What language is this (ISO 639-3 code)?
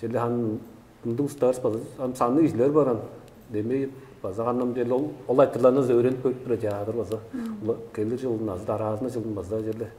tyv